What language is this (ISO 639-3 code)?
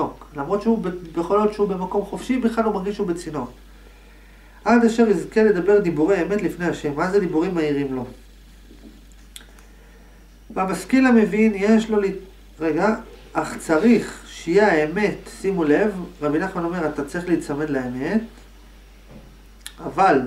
heb